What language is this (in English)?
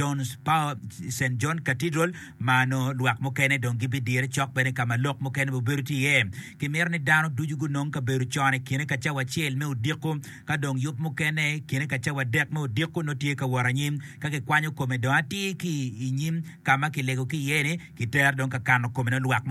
Acoli